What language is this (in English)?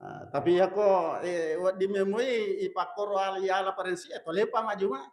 Buginese